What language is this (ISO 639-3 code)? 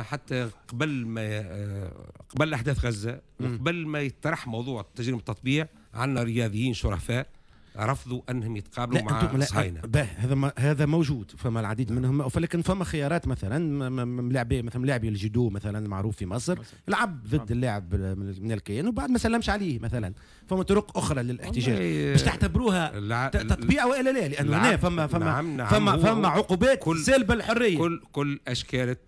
aeb